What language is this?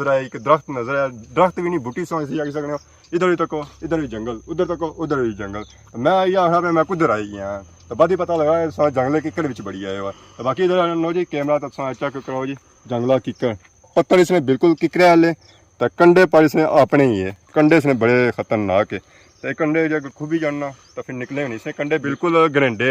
Pahari-Potwari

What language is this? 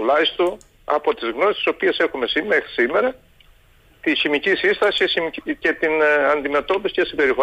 Greek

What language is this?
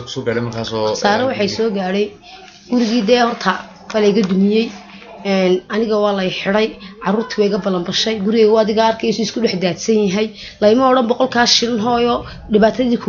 Somali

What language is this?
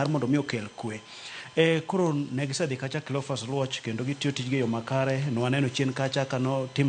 Luo (Kenya and Tanzania)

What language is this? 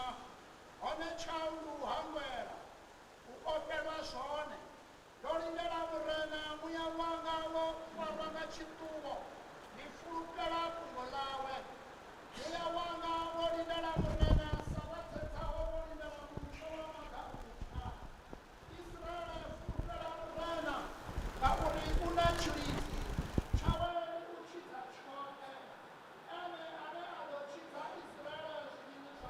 Venda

